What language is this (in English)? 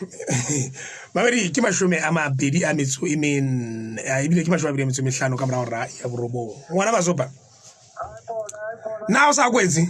Southern Sotho